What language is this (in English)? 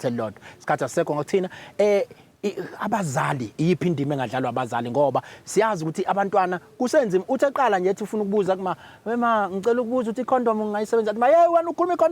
Zulu